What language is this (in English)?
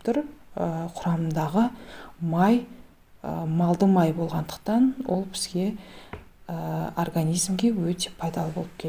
Kazakh